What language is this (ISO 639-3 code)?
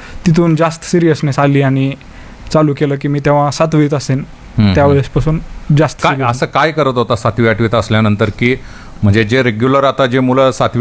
mar